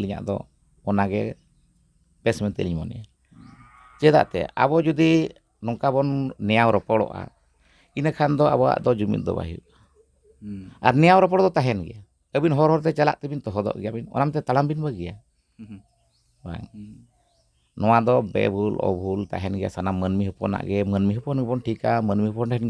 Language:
Santali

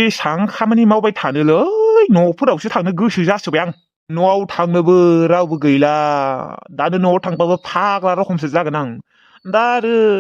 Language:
Bodo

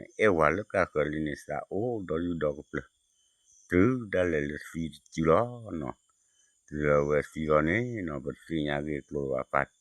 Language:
S'gaw Karen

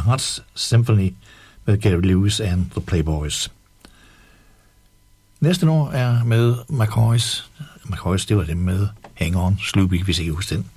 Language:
Danish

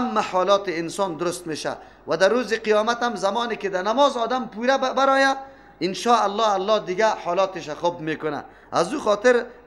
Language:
Persian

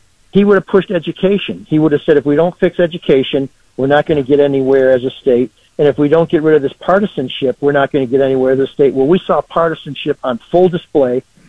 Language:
English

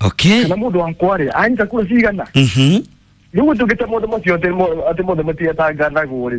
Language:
Kikuyu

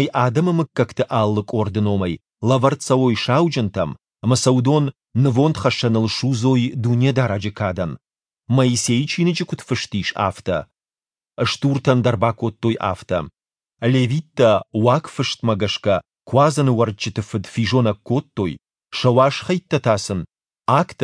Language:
Ossetic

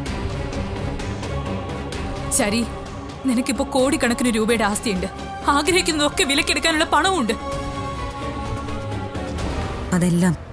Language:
Malayalam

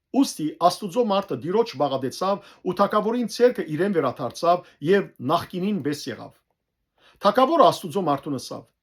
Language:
Western Armenian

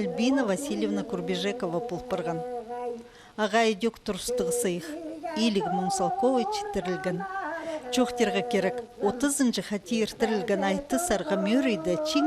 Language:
Khakas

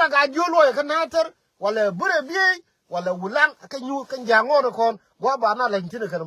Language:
Nuer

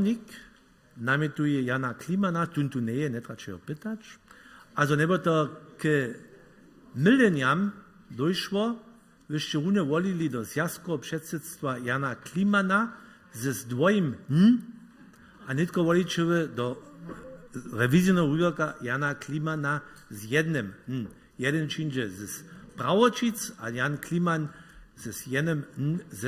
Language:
Upper Sorbian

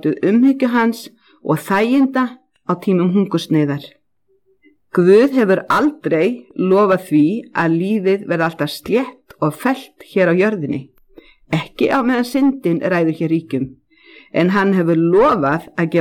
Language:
Icelandic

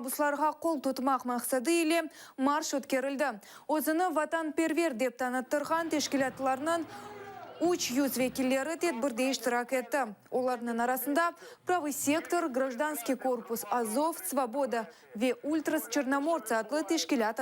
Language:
Crimean Tatar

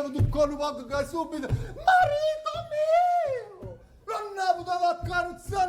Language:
Neapolitan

